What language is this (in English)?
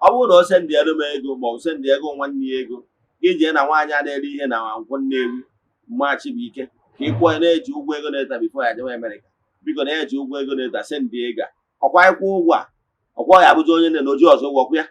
Igbo